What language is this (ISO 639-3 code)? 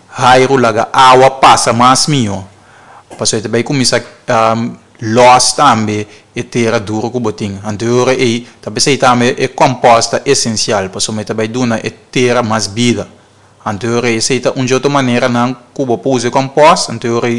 pap